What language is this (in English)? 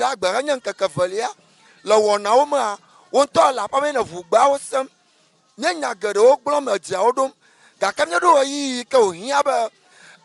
Ewe